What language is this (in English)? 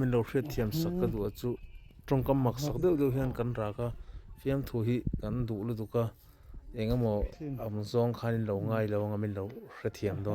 Mizo